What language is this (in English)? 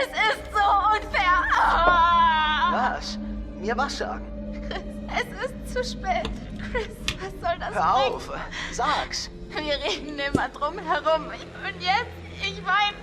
Swiss German